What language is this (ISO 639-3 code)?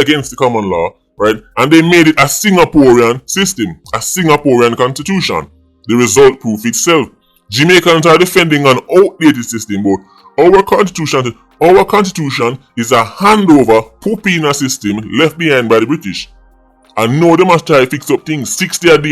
jam